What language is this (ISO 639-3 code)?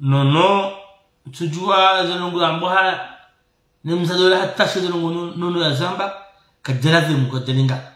zdj